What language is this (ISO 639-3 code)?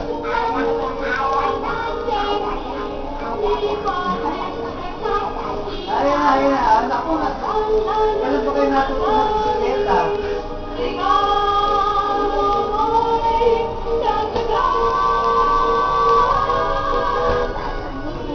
fil